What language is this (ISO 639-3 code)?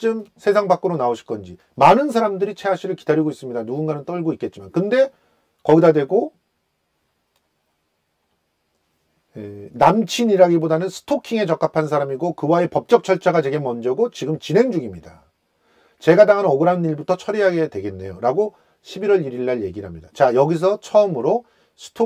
kor